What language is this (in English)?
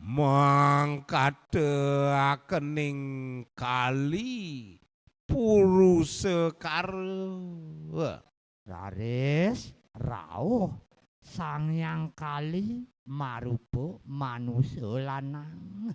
Balinese